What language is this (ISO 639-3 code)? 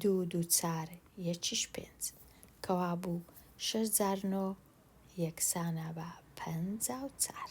ckb